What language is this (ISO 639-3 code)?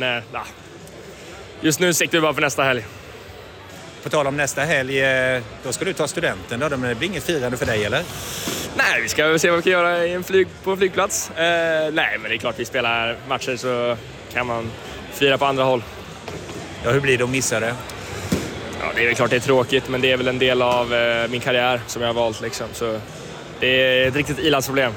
swe